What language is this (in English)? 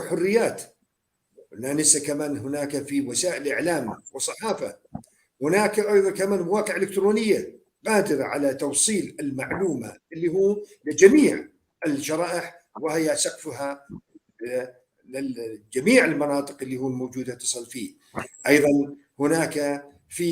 North Levantine Arabic